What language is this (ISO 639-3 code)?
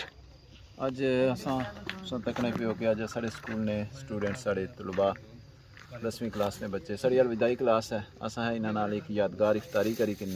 phr